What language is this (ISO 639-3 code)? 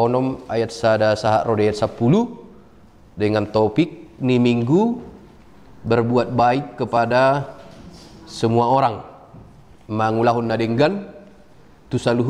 bbc